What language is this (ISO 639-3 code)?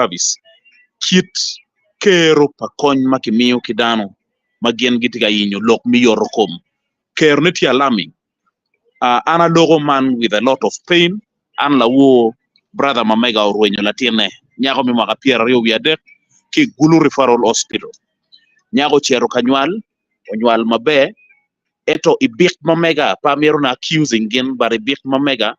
ach